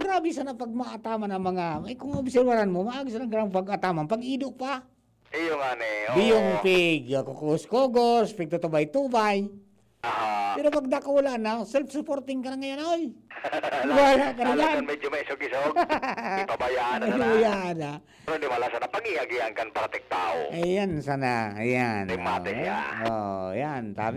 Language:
Bikol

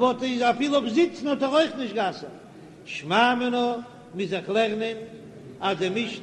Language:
Yiddish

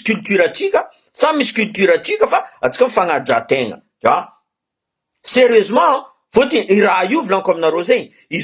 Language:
Malagasy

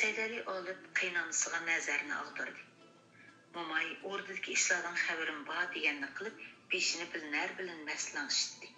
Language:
Uyghur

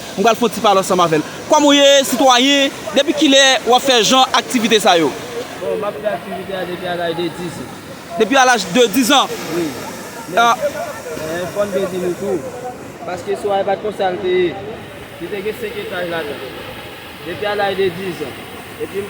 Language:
Haitian Creole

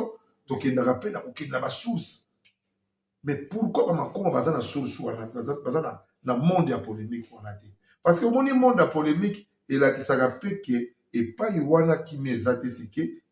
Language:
Lingala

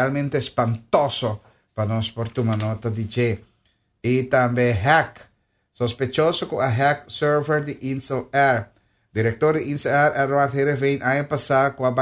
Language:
Papiamento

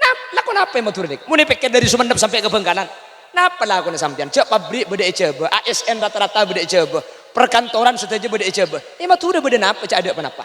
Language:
Madurese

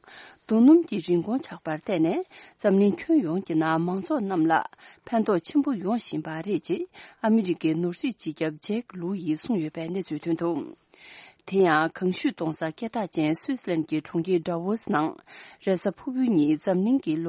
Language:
Tibetan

